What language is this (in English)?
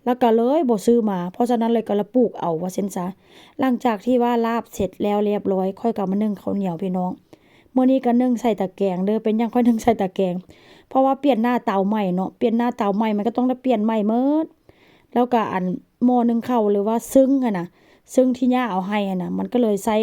Northeastern Thai